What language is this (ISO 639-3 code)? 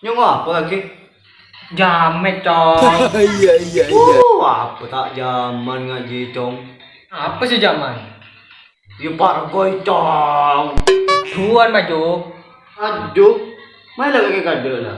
mad